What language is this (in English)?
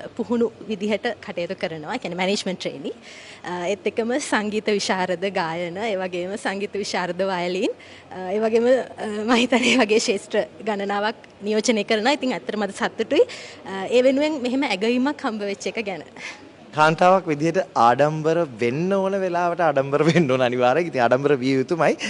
Sinhala